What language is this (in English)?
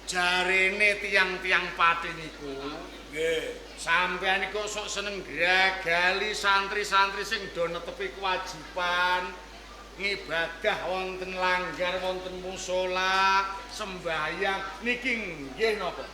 Javanese